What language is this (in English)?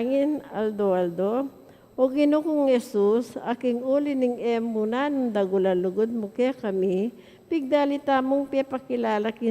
Pampanga